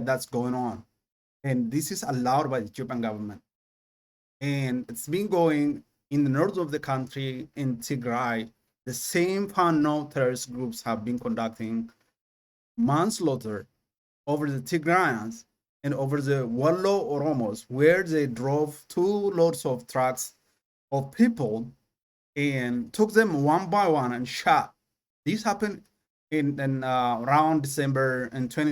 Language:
English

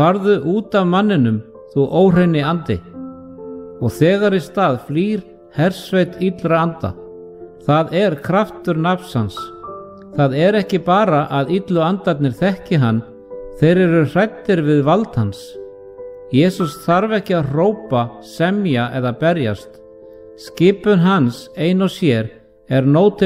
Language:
Icelandic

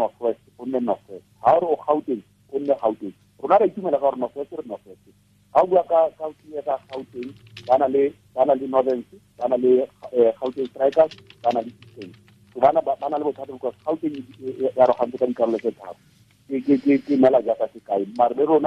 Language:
Tswana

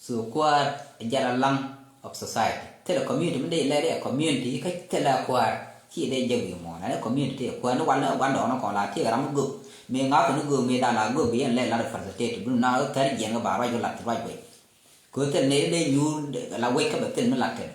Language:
Nuer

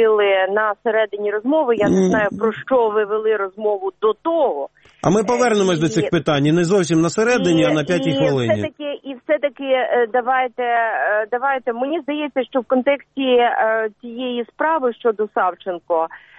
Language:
Ukrainian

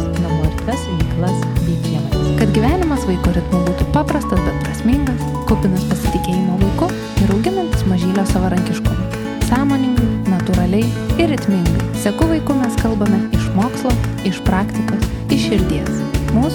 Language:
Lithuanian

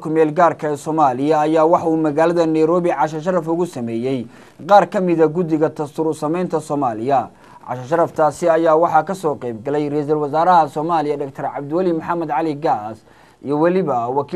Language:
Somali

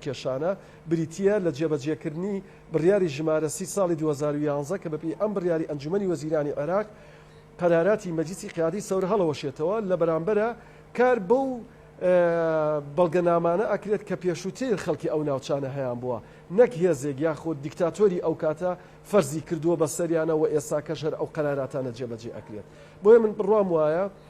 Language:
Central Kurdish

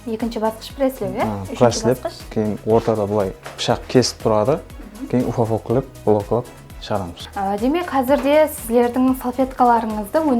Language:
Kara-Kalpak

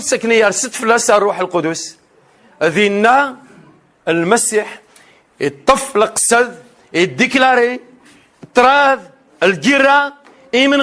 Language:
Kabyle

